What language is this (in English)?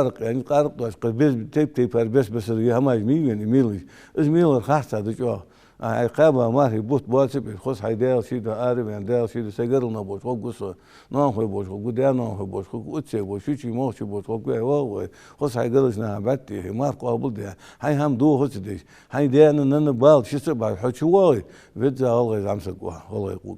Ingush